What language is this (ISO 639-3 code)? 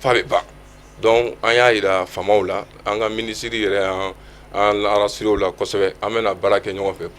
bam